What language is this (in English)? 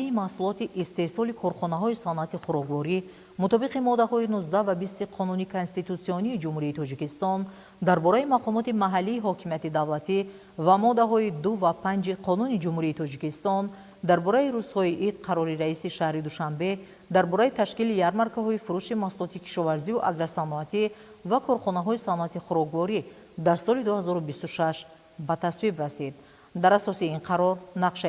Tajik